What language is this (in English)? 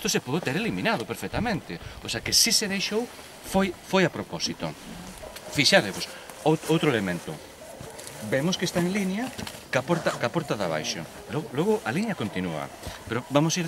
Galician